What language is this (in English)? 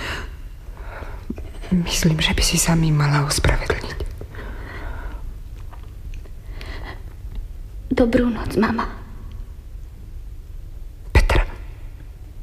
Slovak